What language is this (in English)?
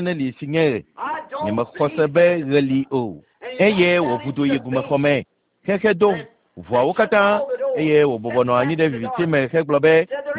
Ewe